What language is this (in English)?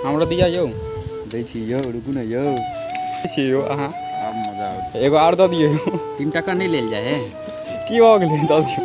Maithili